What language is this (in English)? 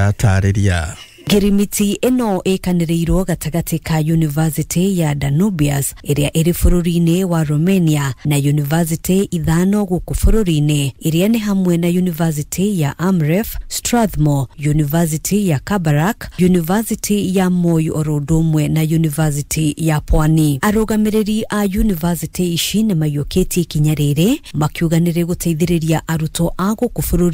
Kikuyu